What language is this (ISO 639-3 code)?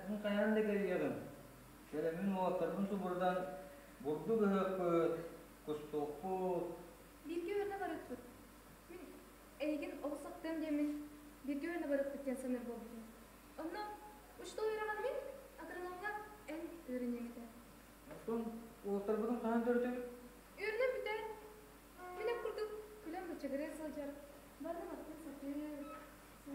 sah